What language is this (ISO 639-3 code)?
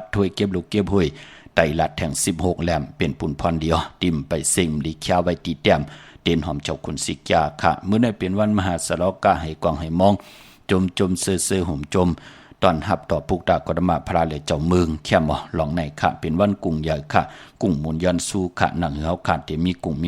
shn